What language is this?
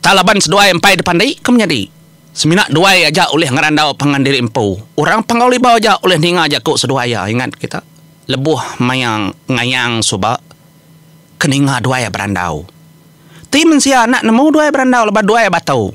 Iban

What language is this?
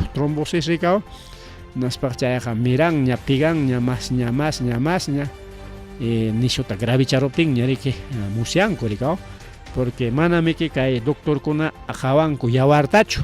Ayacucho Quechua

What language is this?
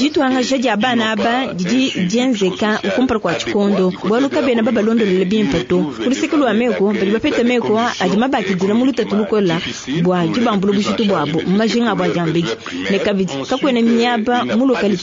Luba-Lulua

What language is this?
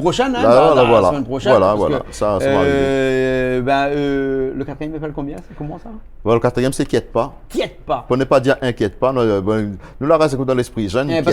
Réunion Creole French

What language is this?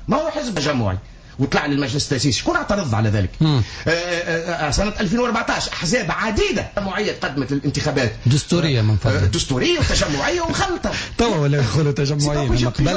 Tunisian Arabic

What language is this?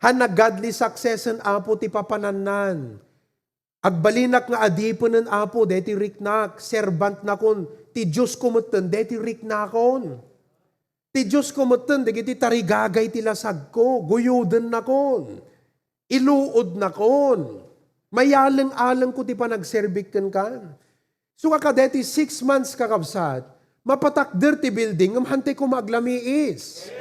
Iloko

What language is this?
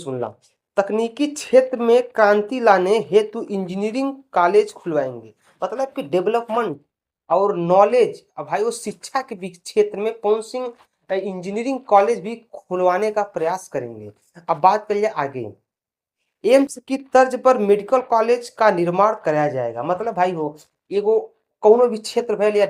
Bhojpuri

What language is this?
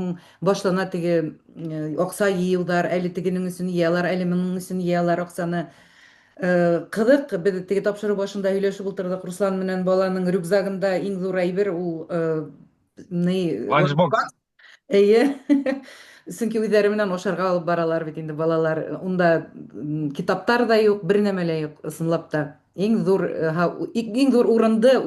Bashkir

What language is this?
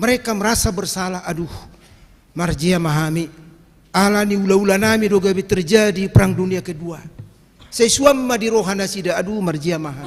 Batak Toba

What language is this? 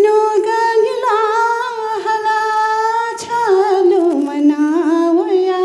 Newari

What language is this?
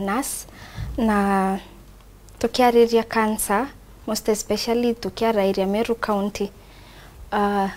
Meru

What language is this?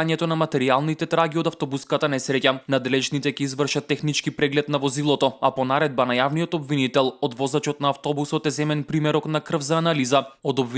Macedonian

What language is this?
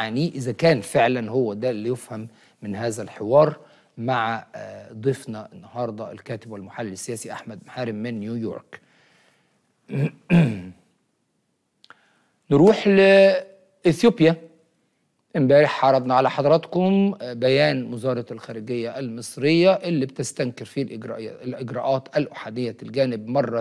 Egyptian Arabic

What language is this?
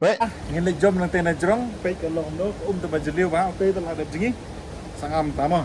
Khasi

